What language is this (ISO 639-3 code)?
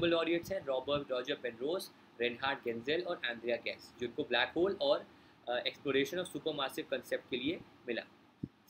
hin